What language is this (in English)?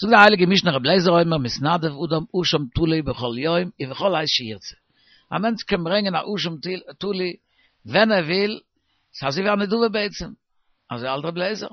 Yiddish